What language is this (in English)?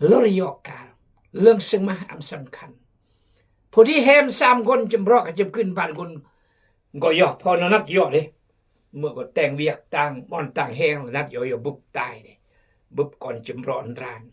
Khmu